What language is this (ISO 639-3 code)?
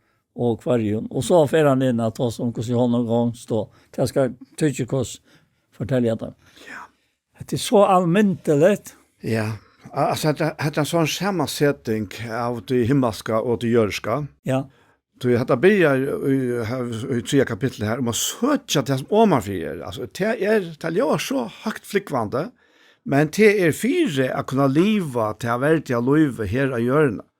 fao